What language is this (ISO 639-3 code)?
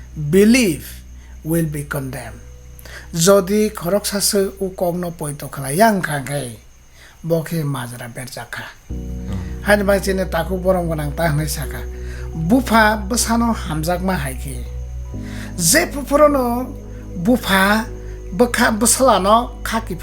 trp